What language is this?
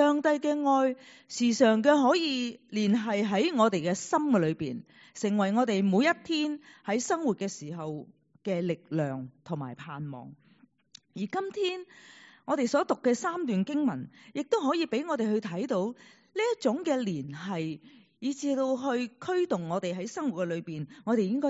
Cantonese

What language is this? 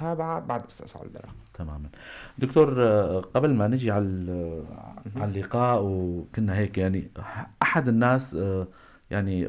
North Levantine Arabic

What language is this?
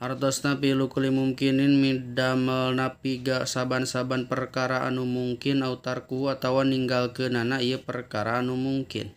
Sundanese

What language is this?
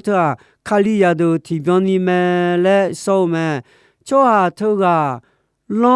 Akha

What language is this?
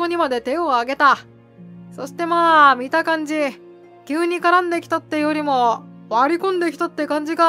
Japanese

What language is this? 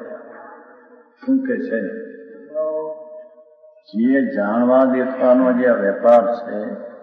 Gujarati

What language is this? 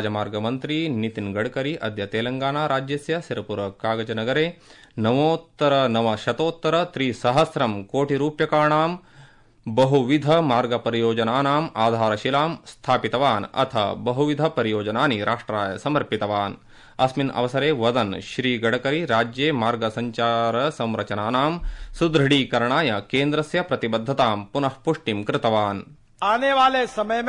Sanskrit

